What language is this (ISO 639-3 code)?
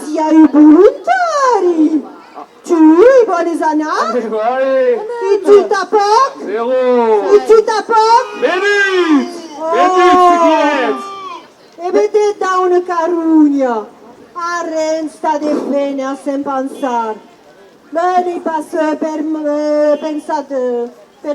oci